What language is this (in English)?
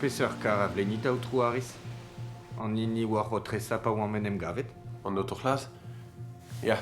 Breton